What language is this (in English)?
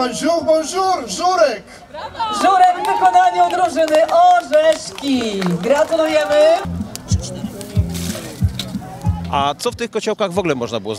Polish